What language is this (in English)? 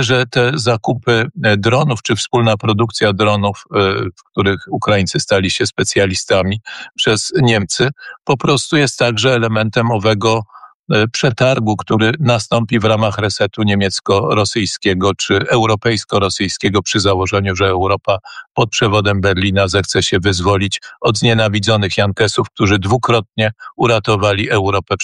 Polish